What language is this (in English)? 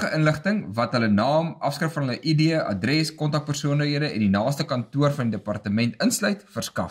Afrikaans